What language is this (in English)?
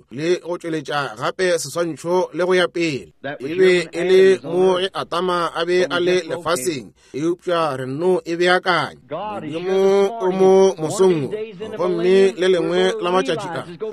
Northern Sotho